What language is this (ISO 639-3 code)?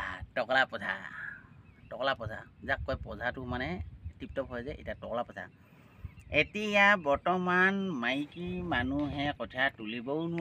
asm